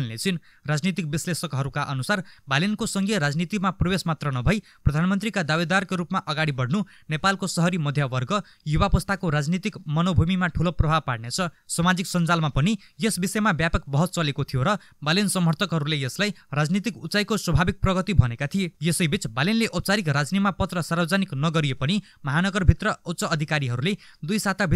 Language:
Nepali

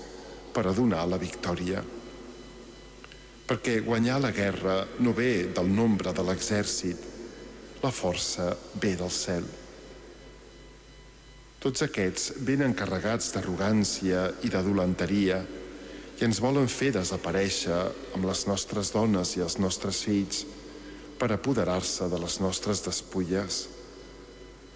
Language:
Catalan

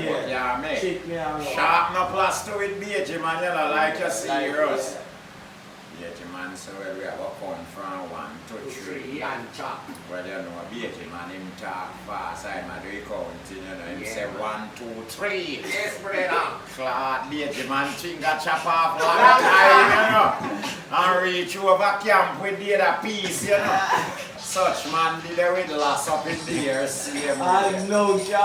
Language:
Jamaican Creole English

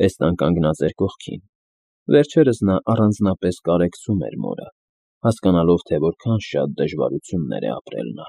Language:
Armenian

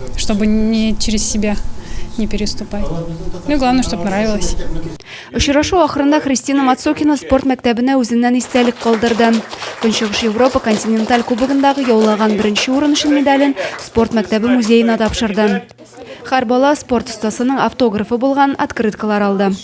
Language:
Tatar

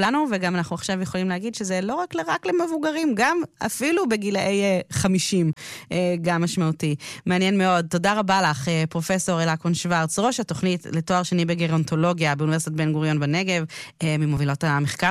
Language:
Hebrew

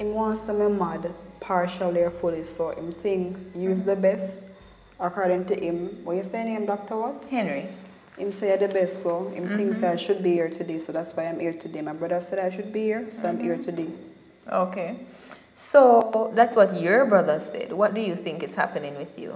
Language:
Jamaican Creole English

